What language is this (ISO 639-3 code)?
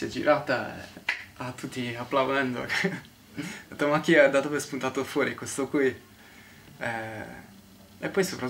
ita